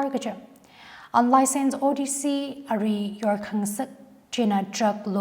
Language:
Tangkhul Naga (India)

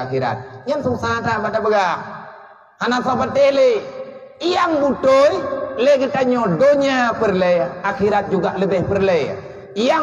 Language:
Achinese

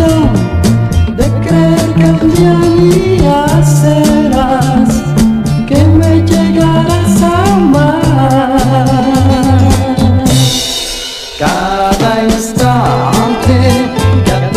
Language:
Spanish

